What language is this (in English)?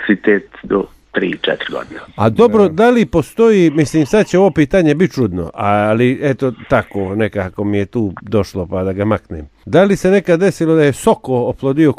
Bosnian